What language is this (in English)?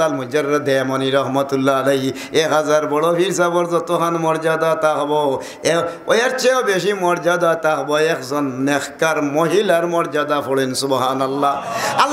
Sylheti